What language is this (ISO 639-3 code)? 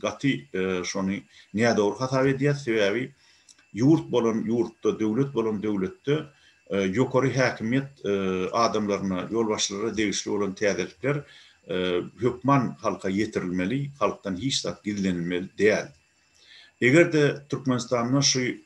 tuk